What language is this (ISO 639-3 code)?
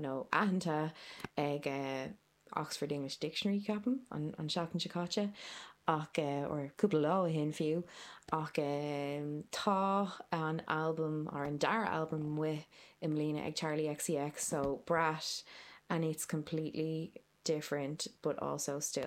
gle